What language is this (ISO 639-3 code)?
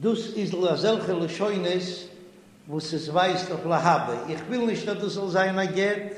yid